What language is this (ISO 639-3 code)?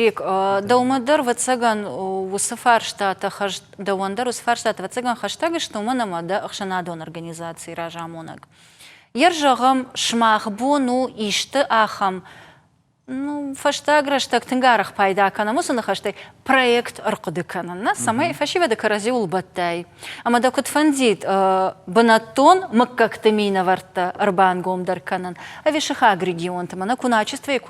oss